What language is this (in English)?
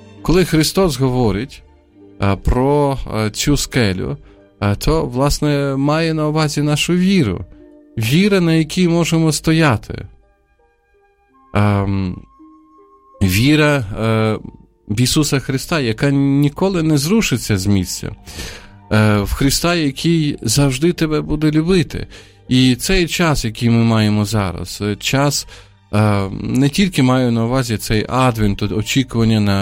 Ukrainian